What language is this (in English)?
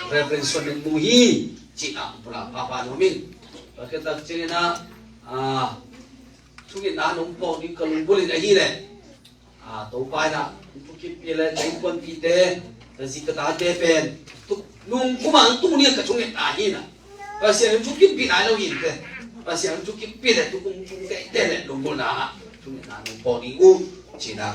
Tedim Chin